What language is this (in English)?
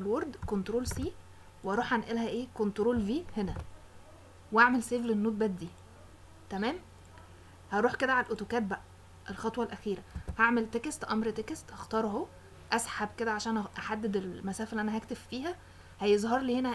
Egyptian Arabic